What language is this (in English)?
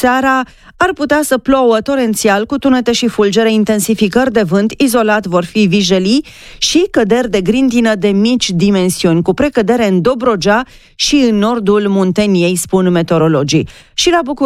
Romanian